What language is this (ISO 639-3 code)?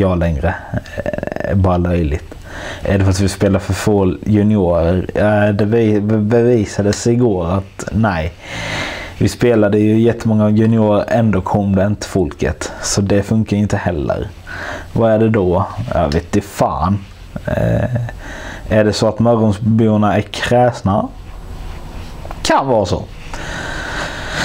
swe